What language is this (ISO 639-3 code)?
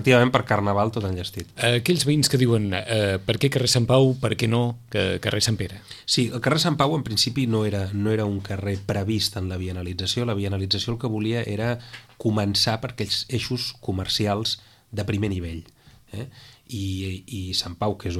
cat